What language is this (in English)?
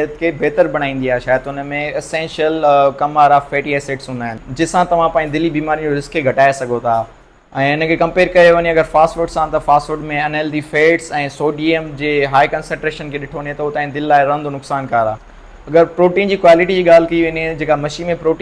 Sindhi